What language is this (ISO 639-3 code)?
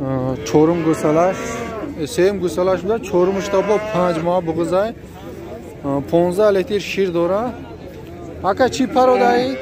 tgk